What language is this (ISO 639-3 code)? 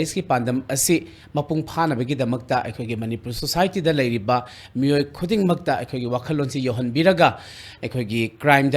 mni